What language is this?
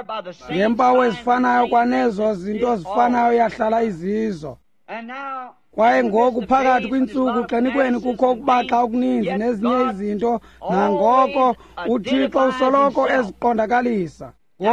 Xhosa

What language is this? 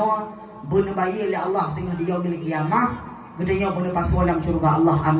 Achinese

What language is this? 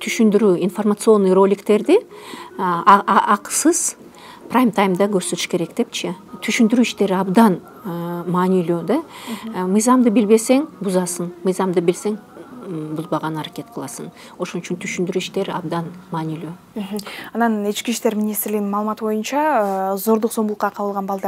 Kyrgyz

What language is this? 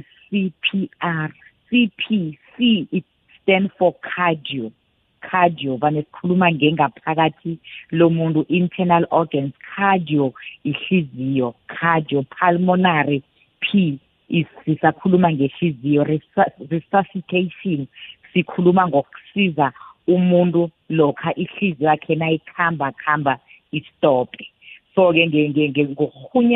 South Ndebele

